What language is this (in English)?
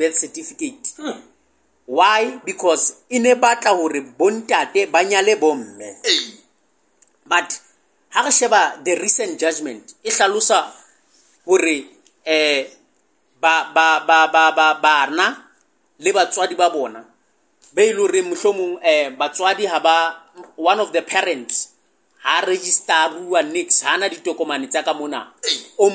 Southern Sotho